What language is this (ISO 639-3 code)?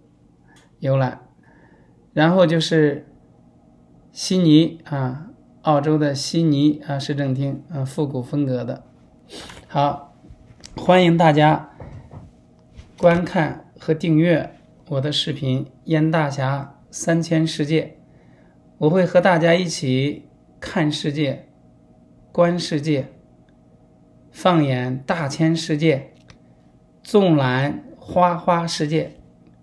zho